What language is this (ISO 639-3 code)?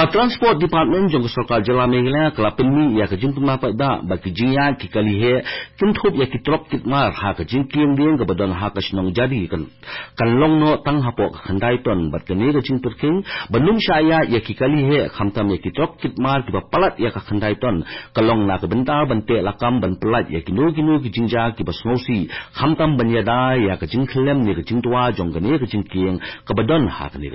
kha